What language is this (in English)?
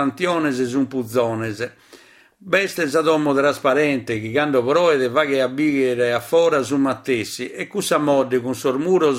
Sardinian